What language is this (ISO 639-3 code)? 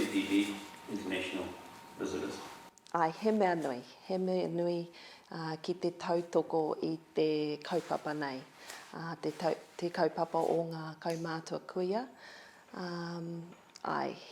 mri